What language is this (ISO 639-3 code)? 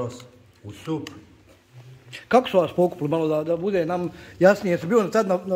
bos